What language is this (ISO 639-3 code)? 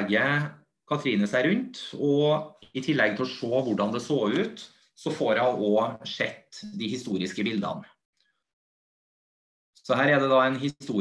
nor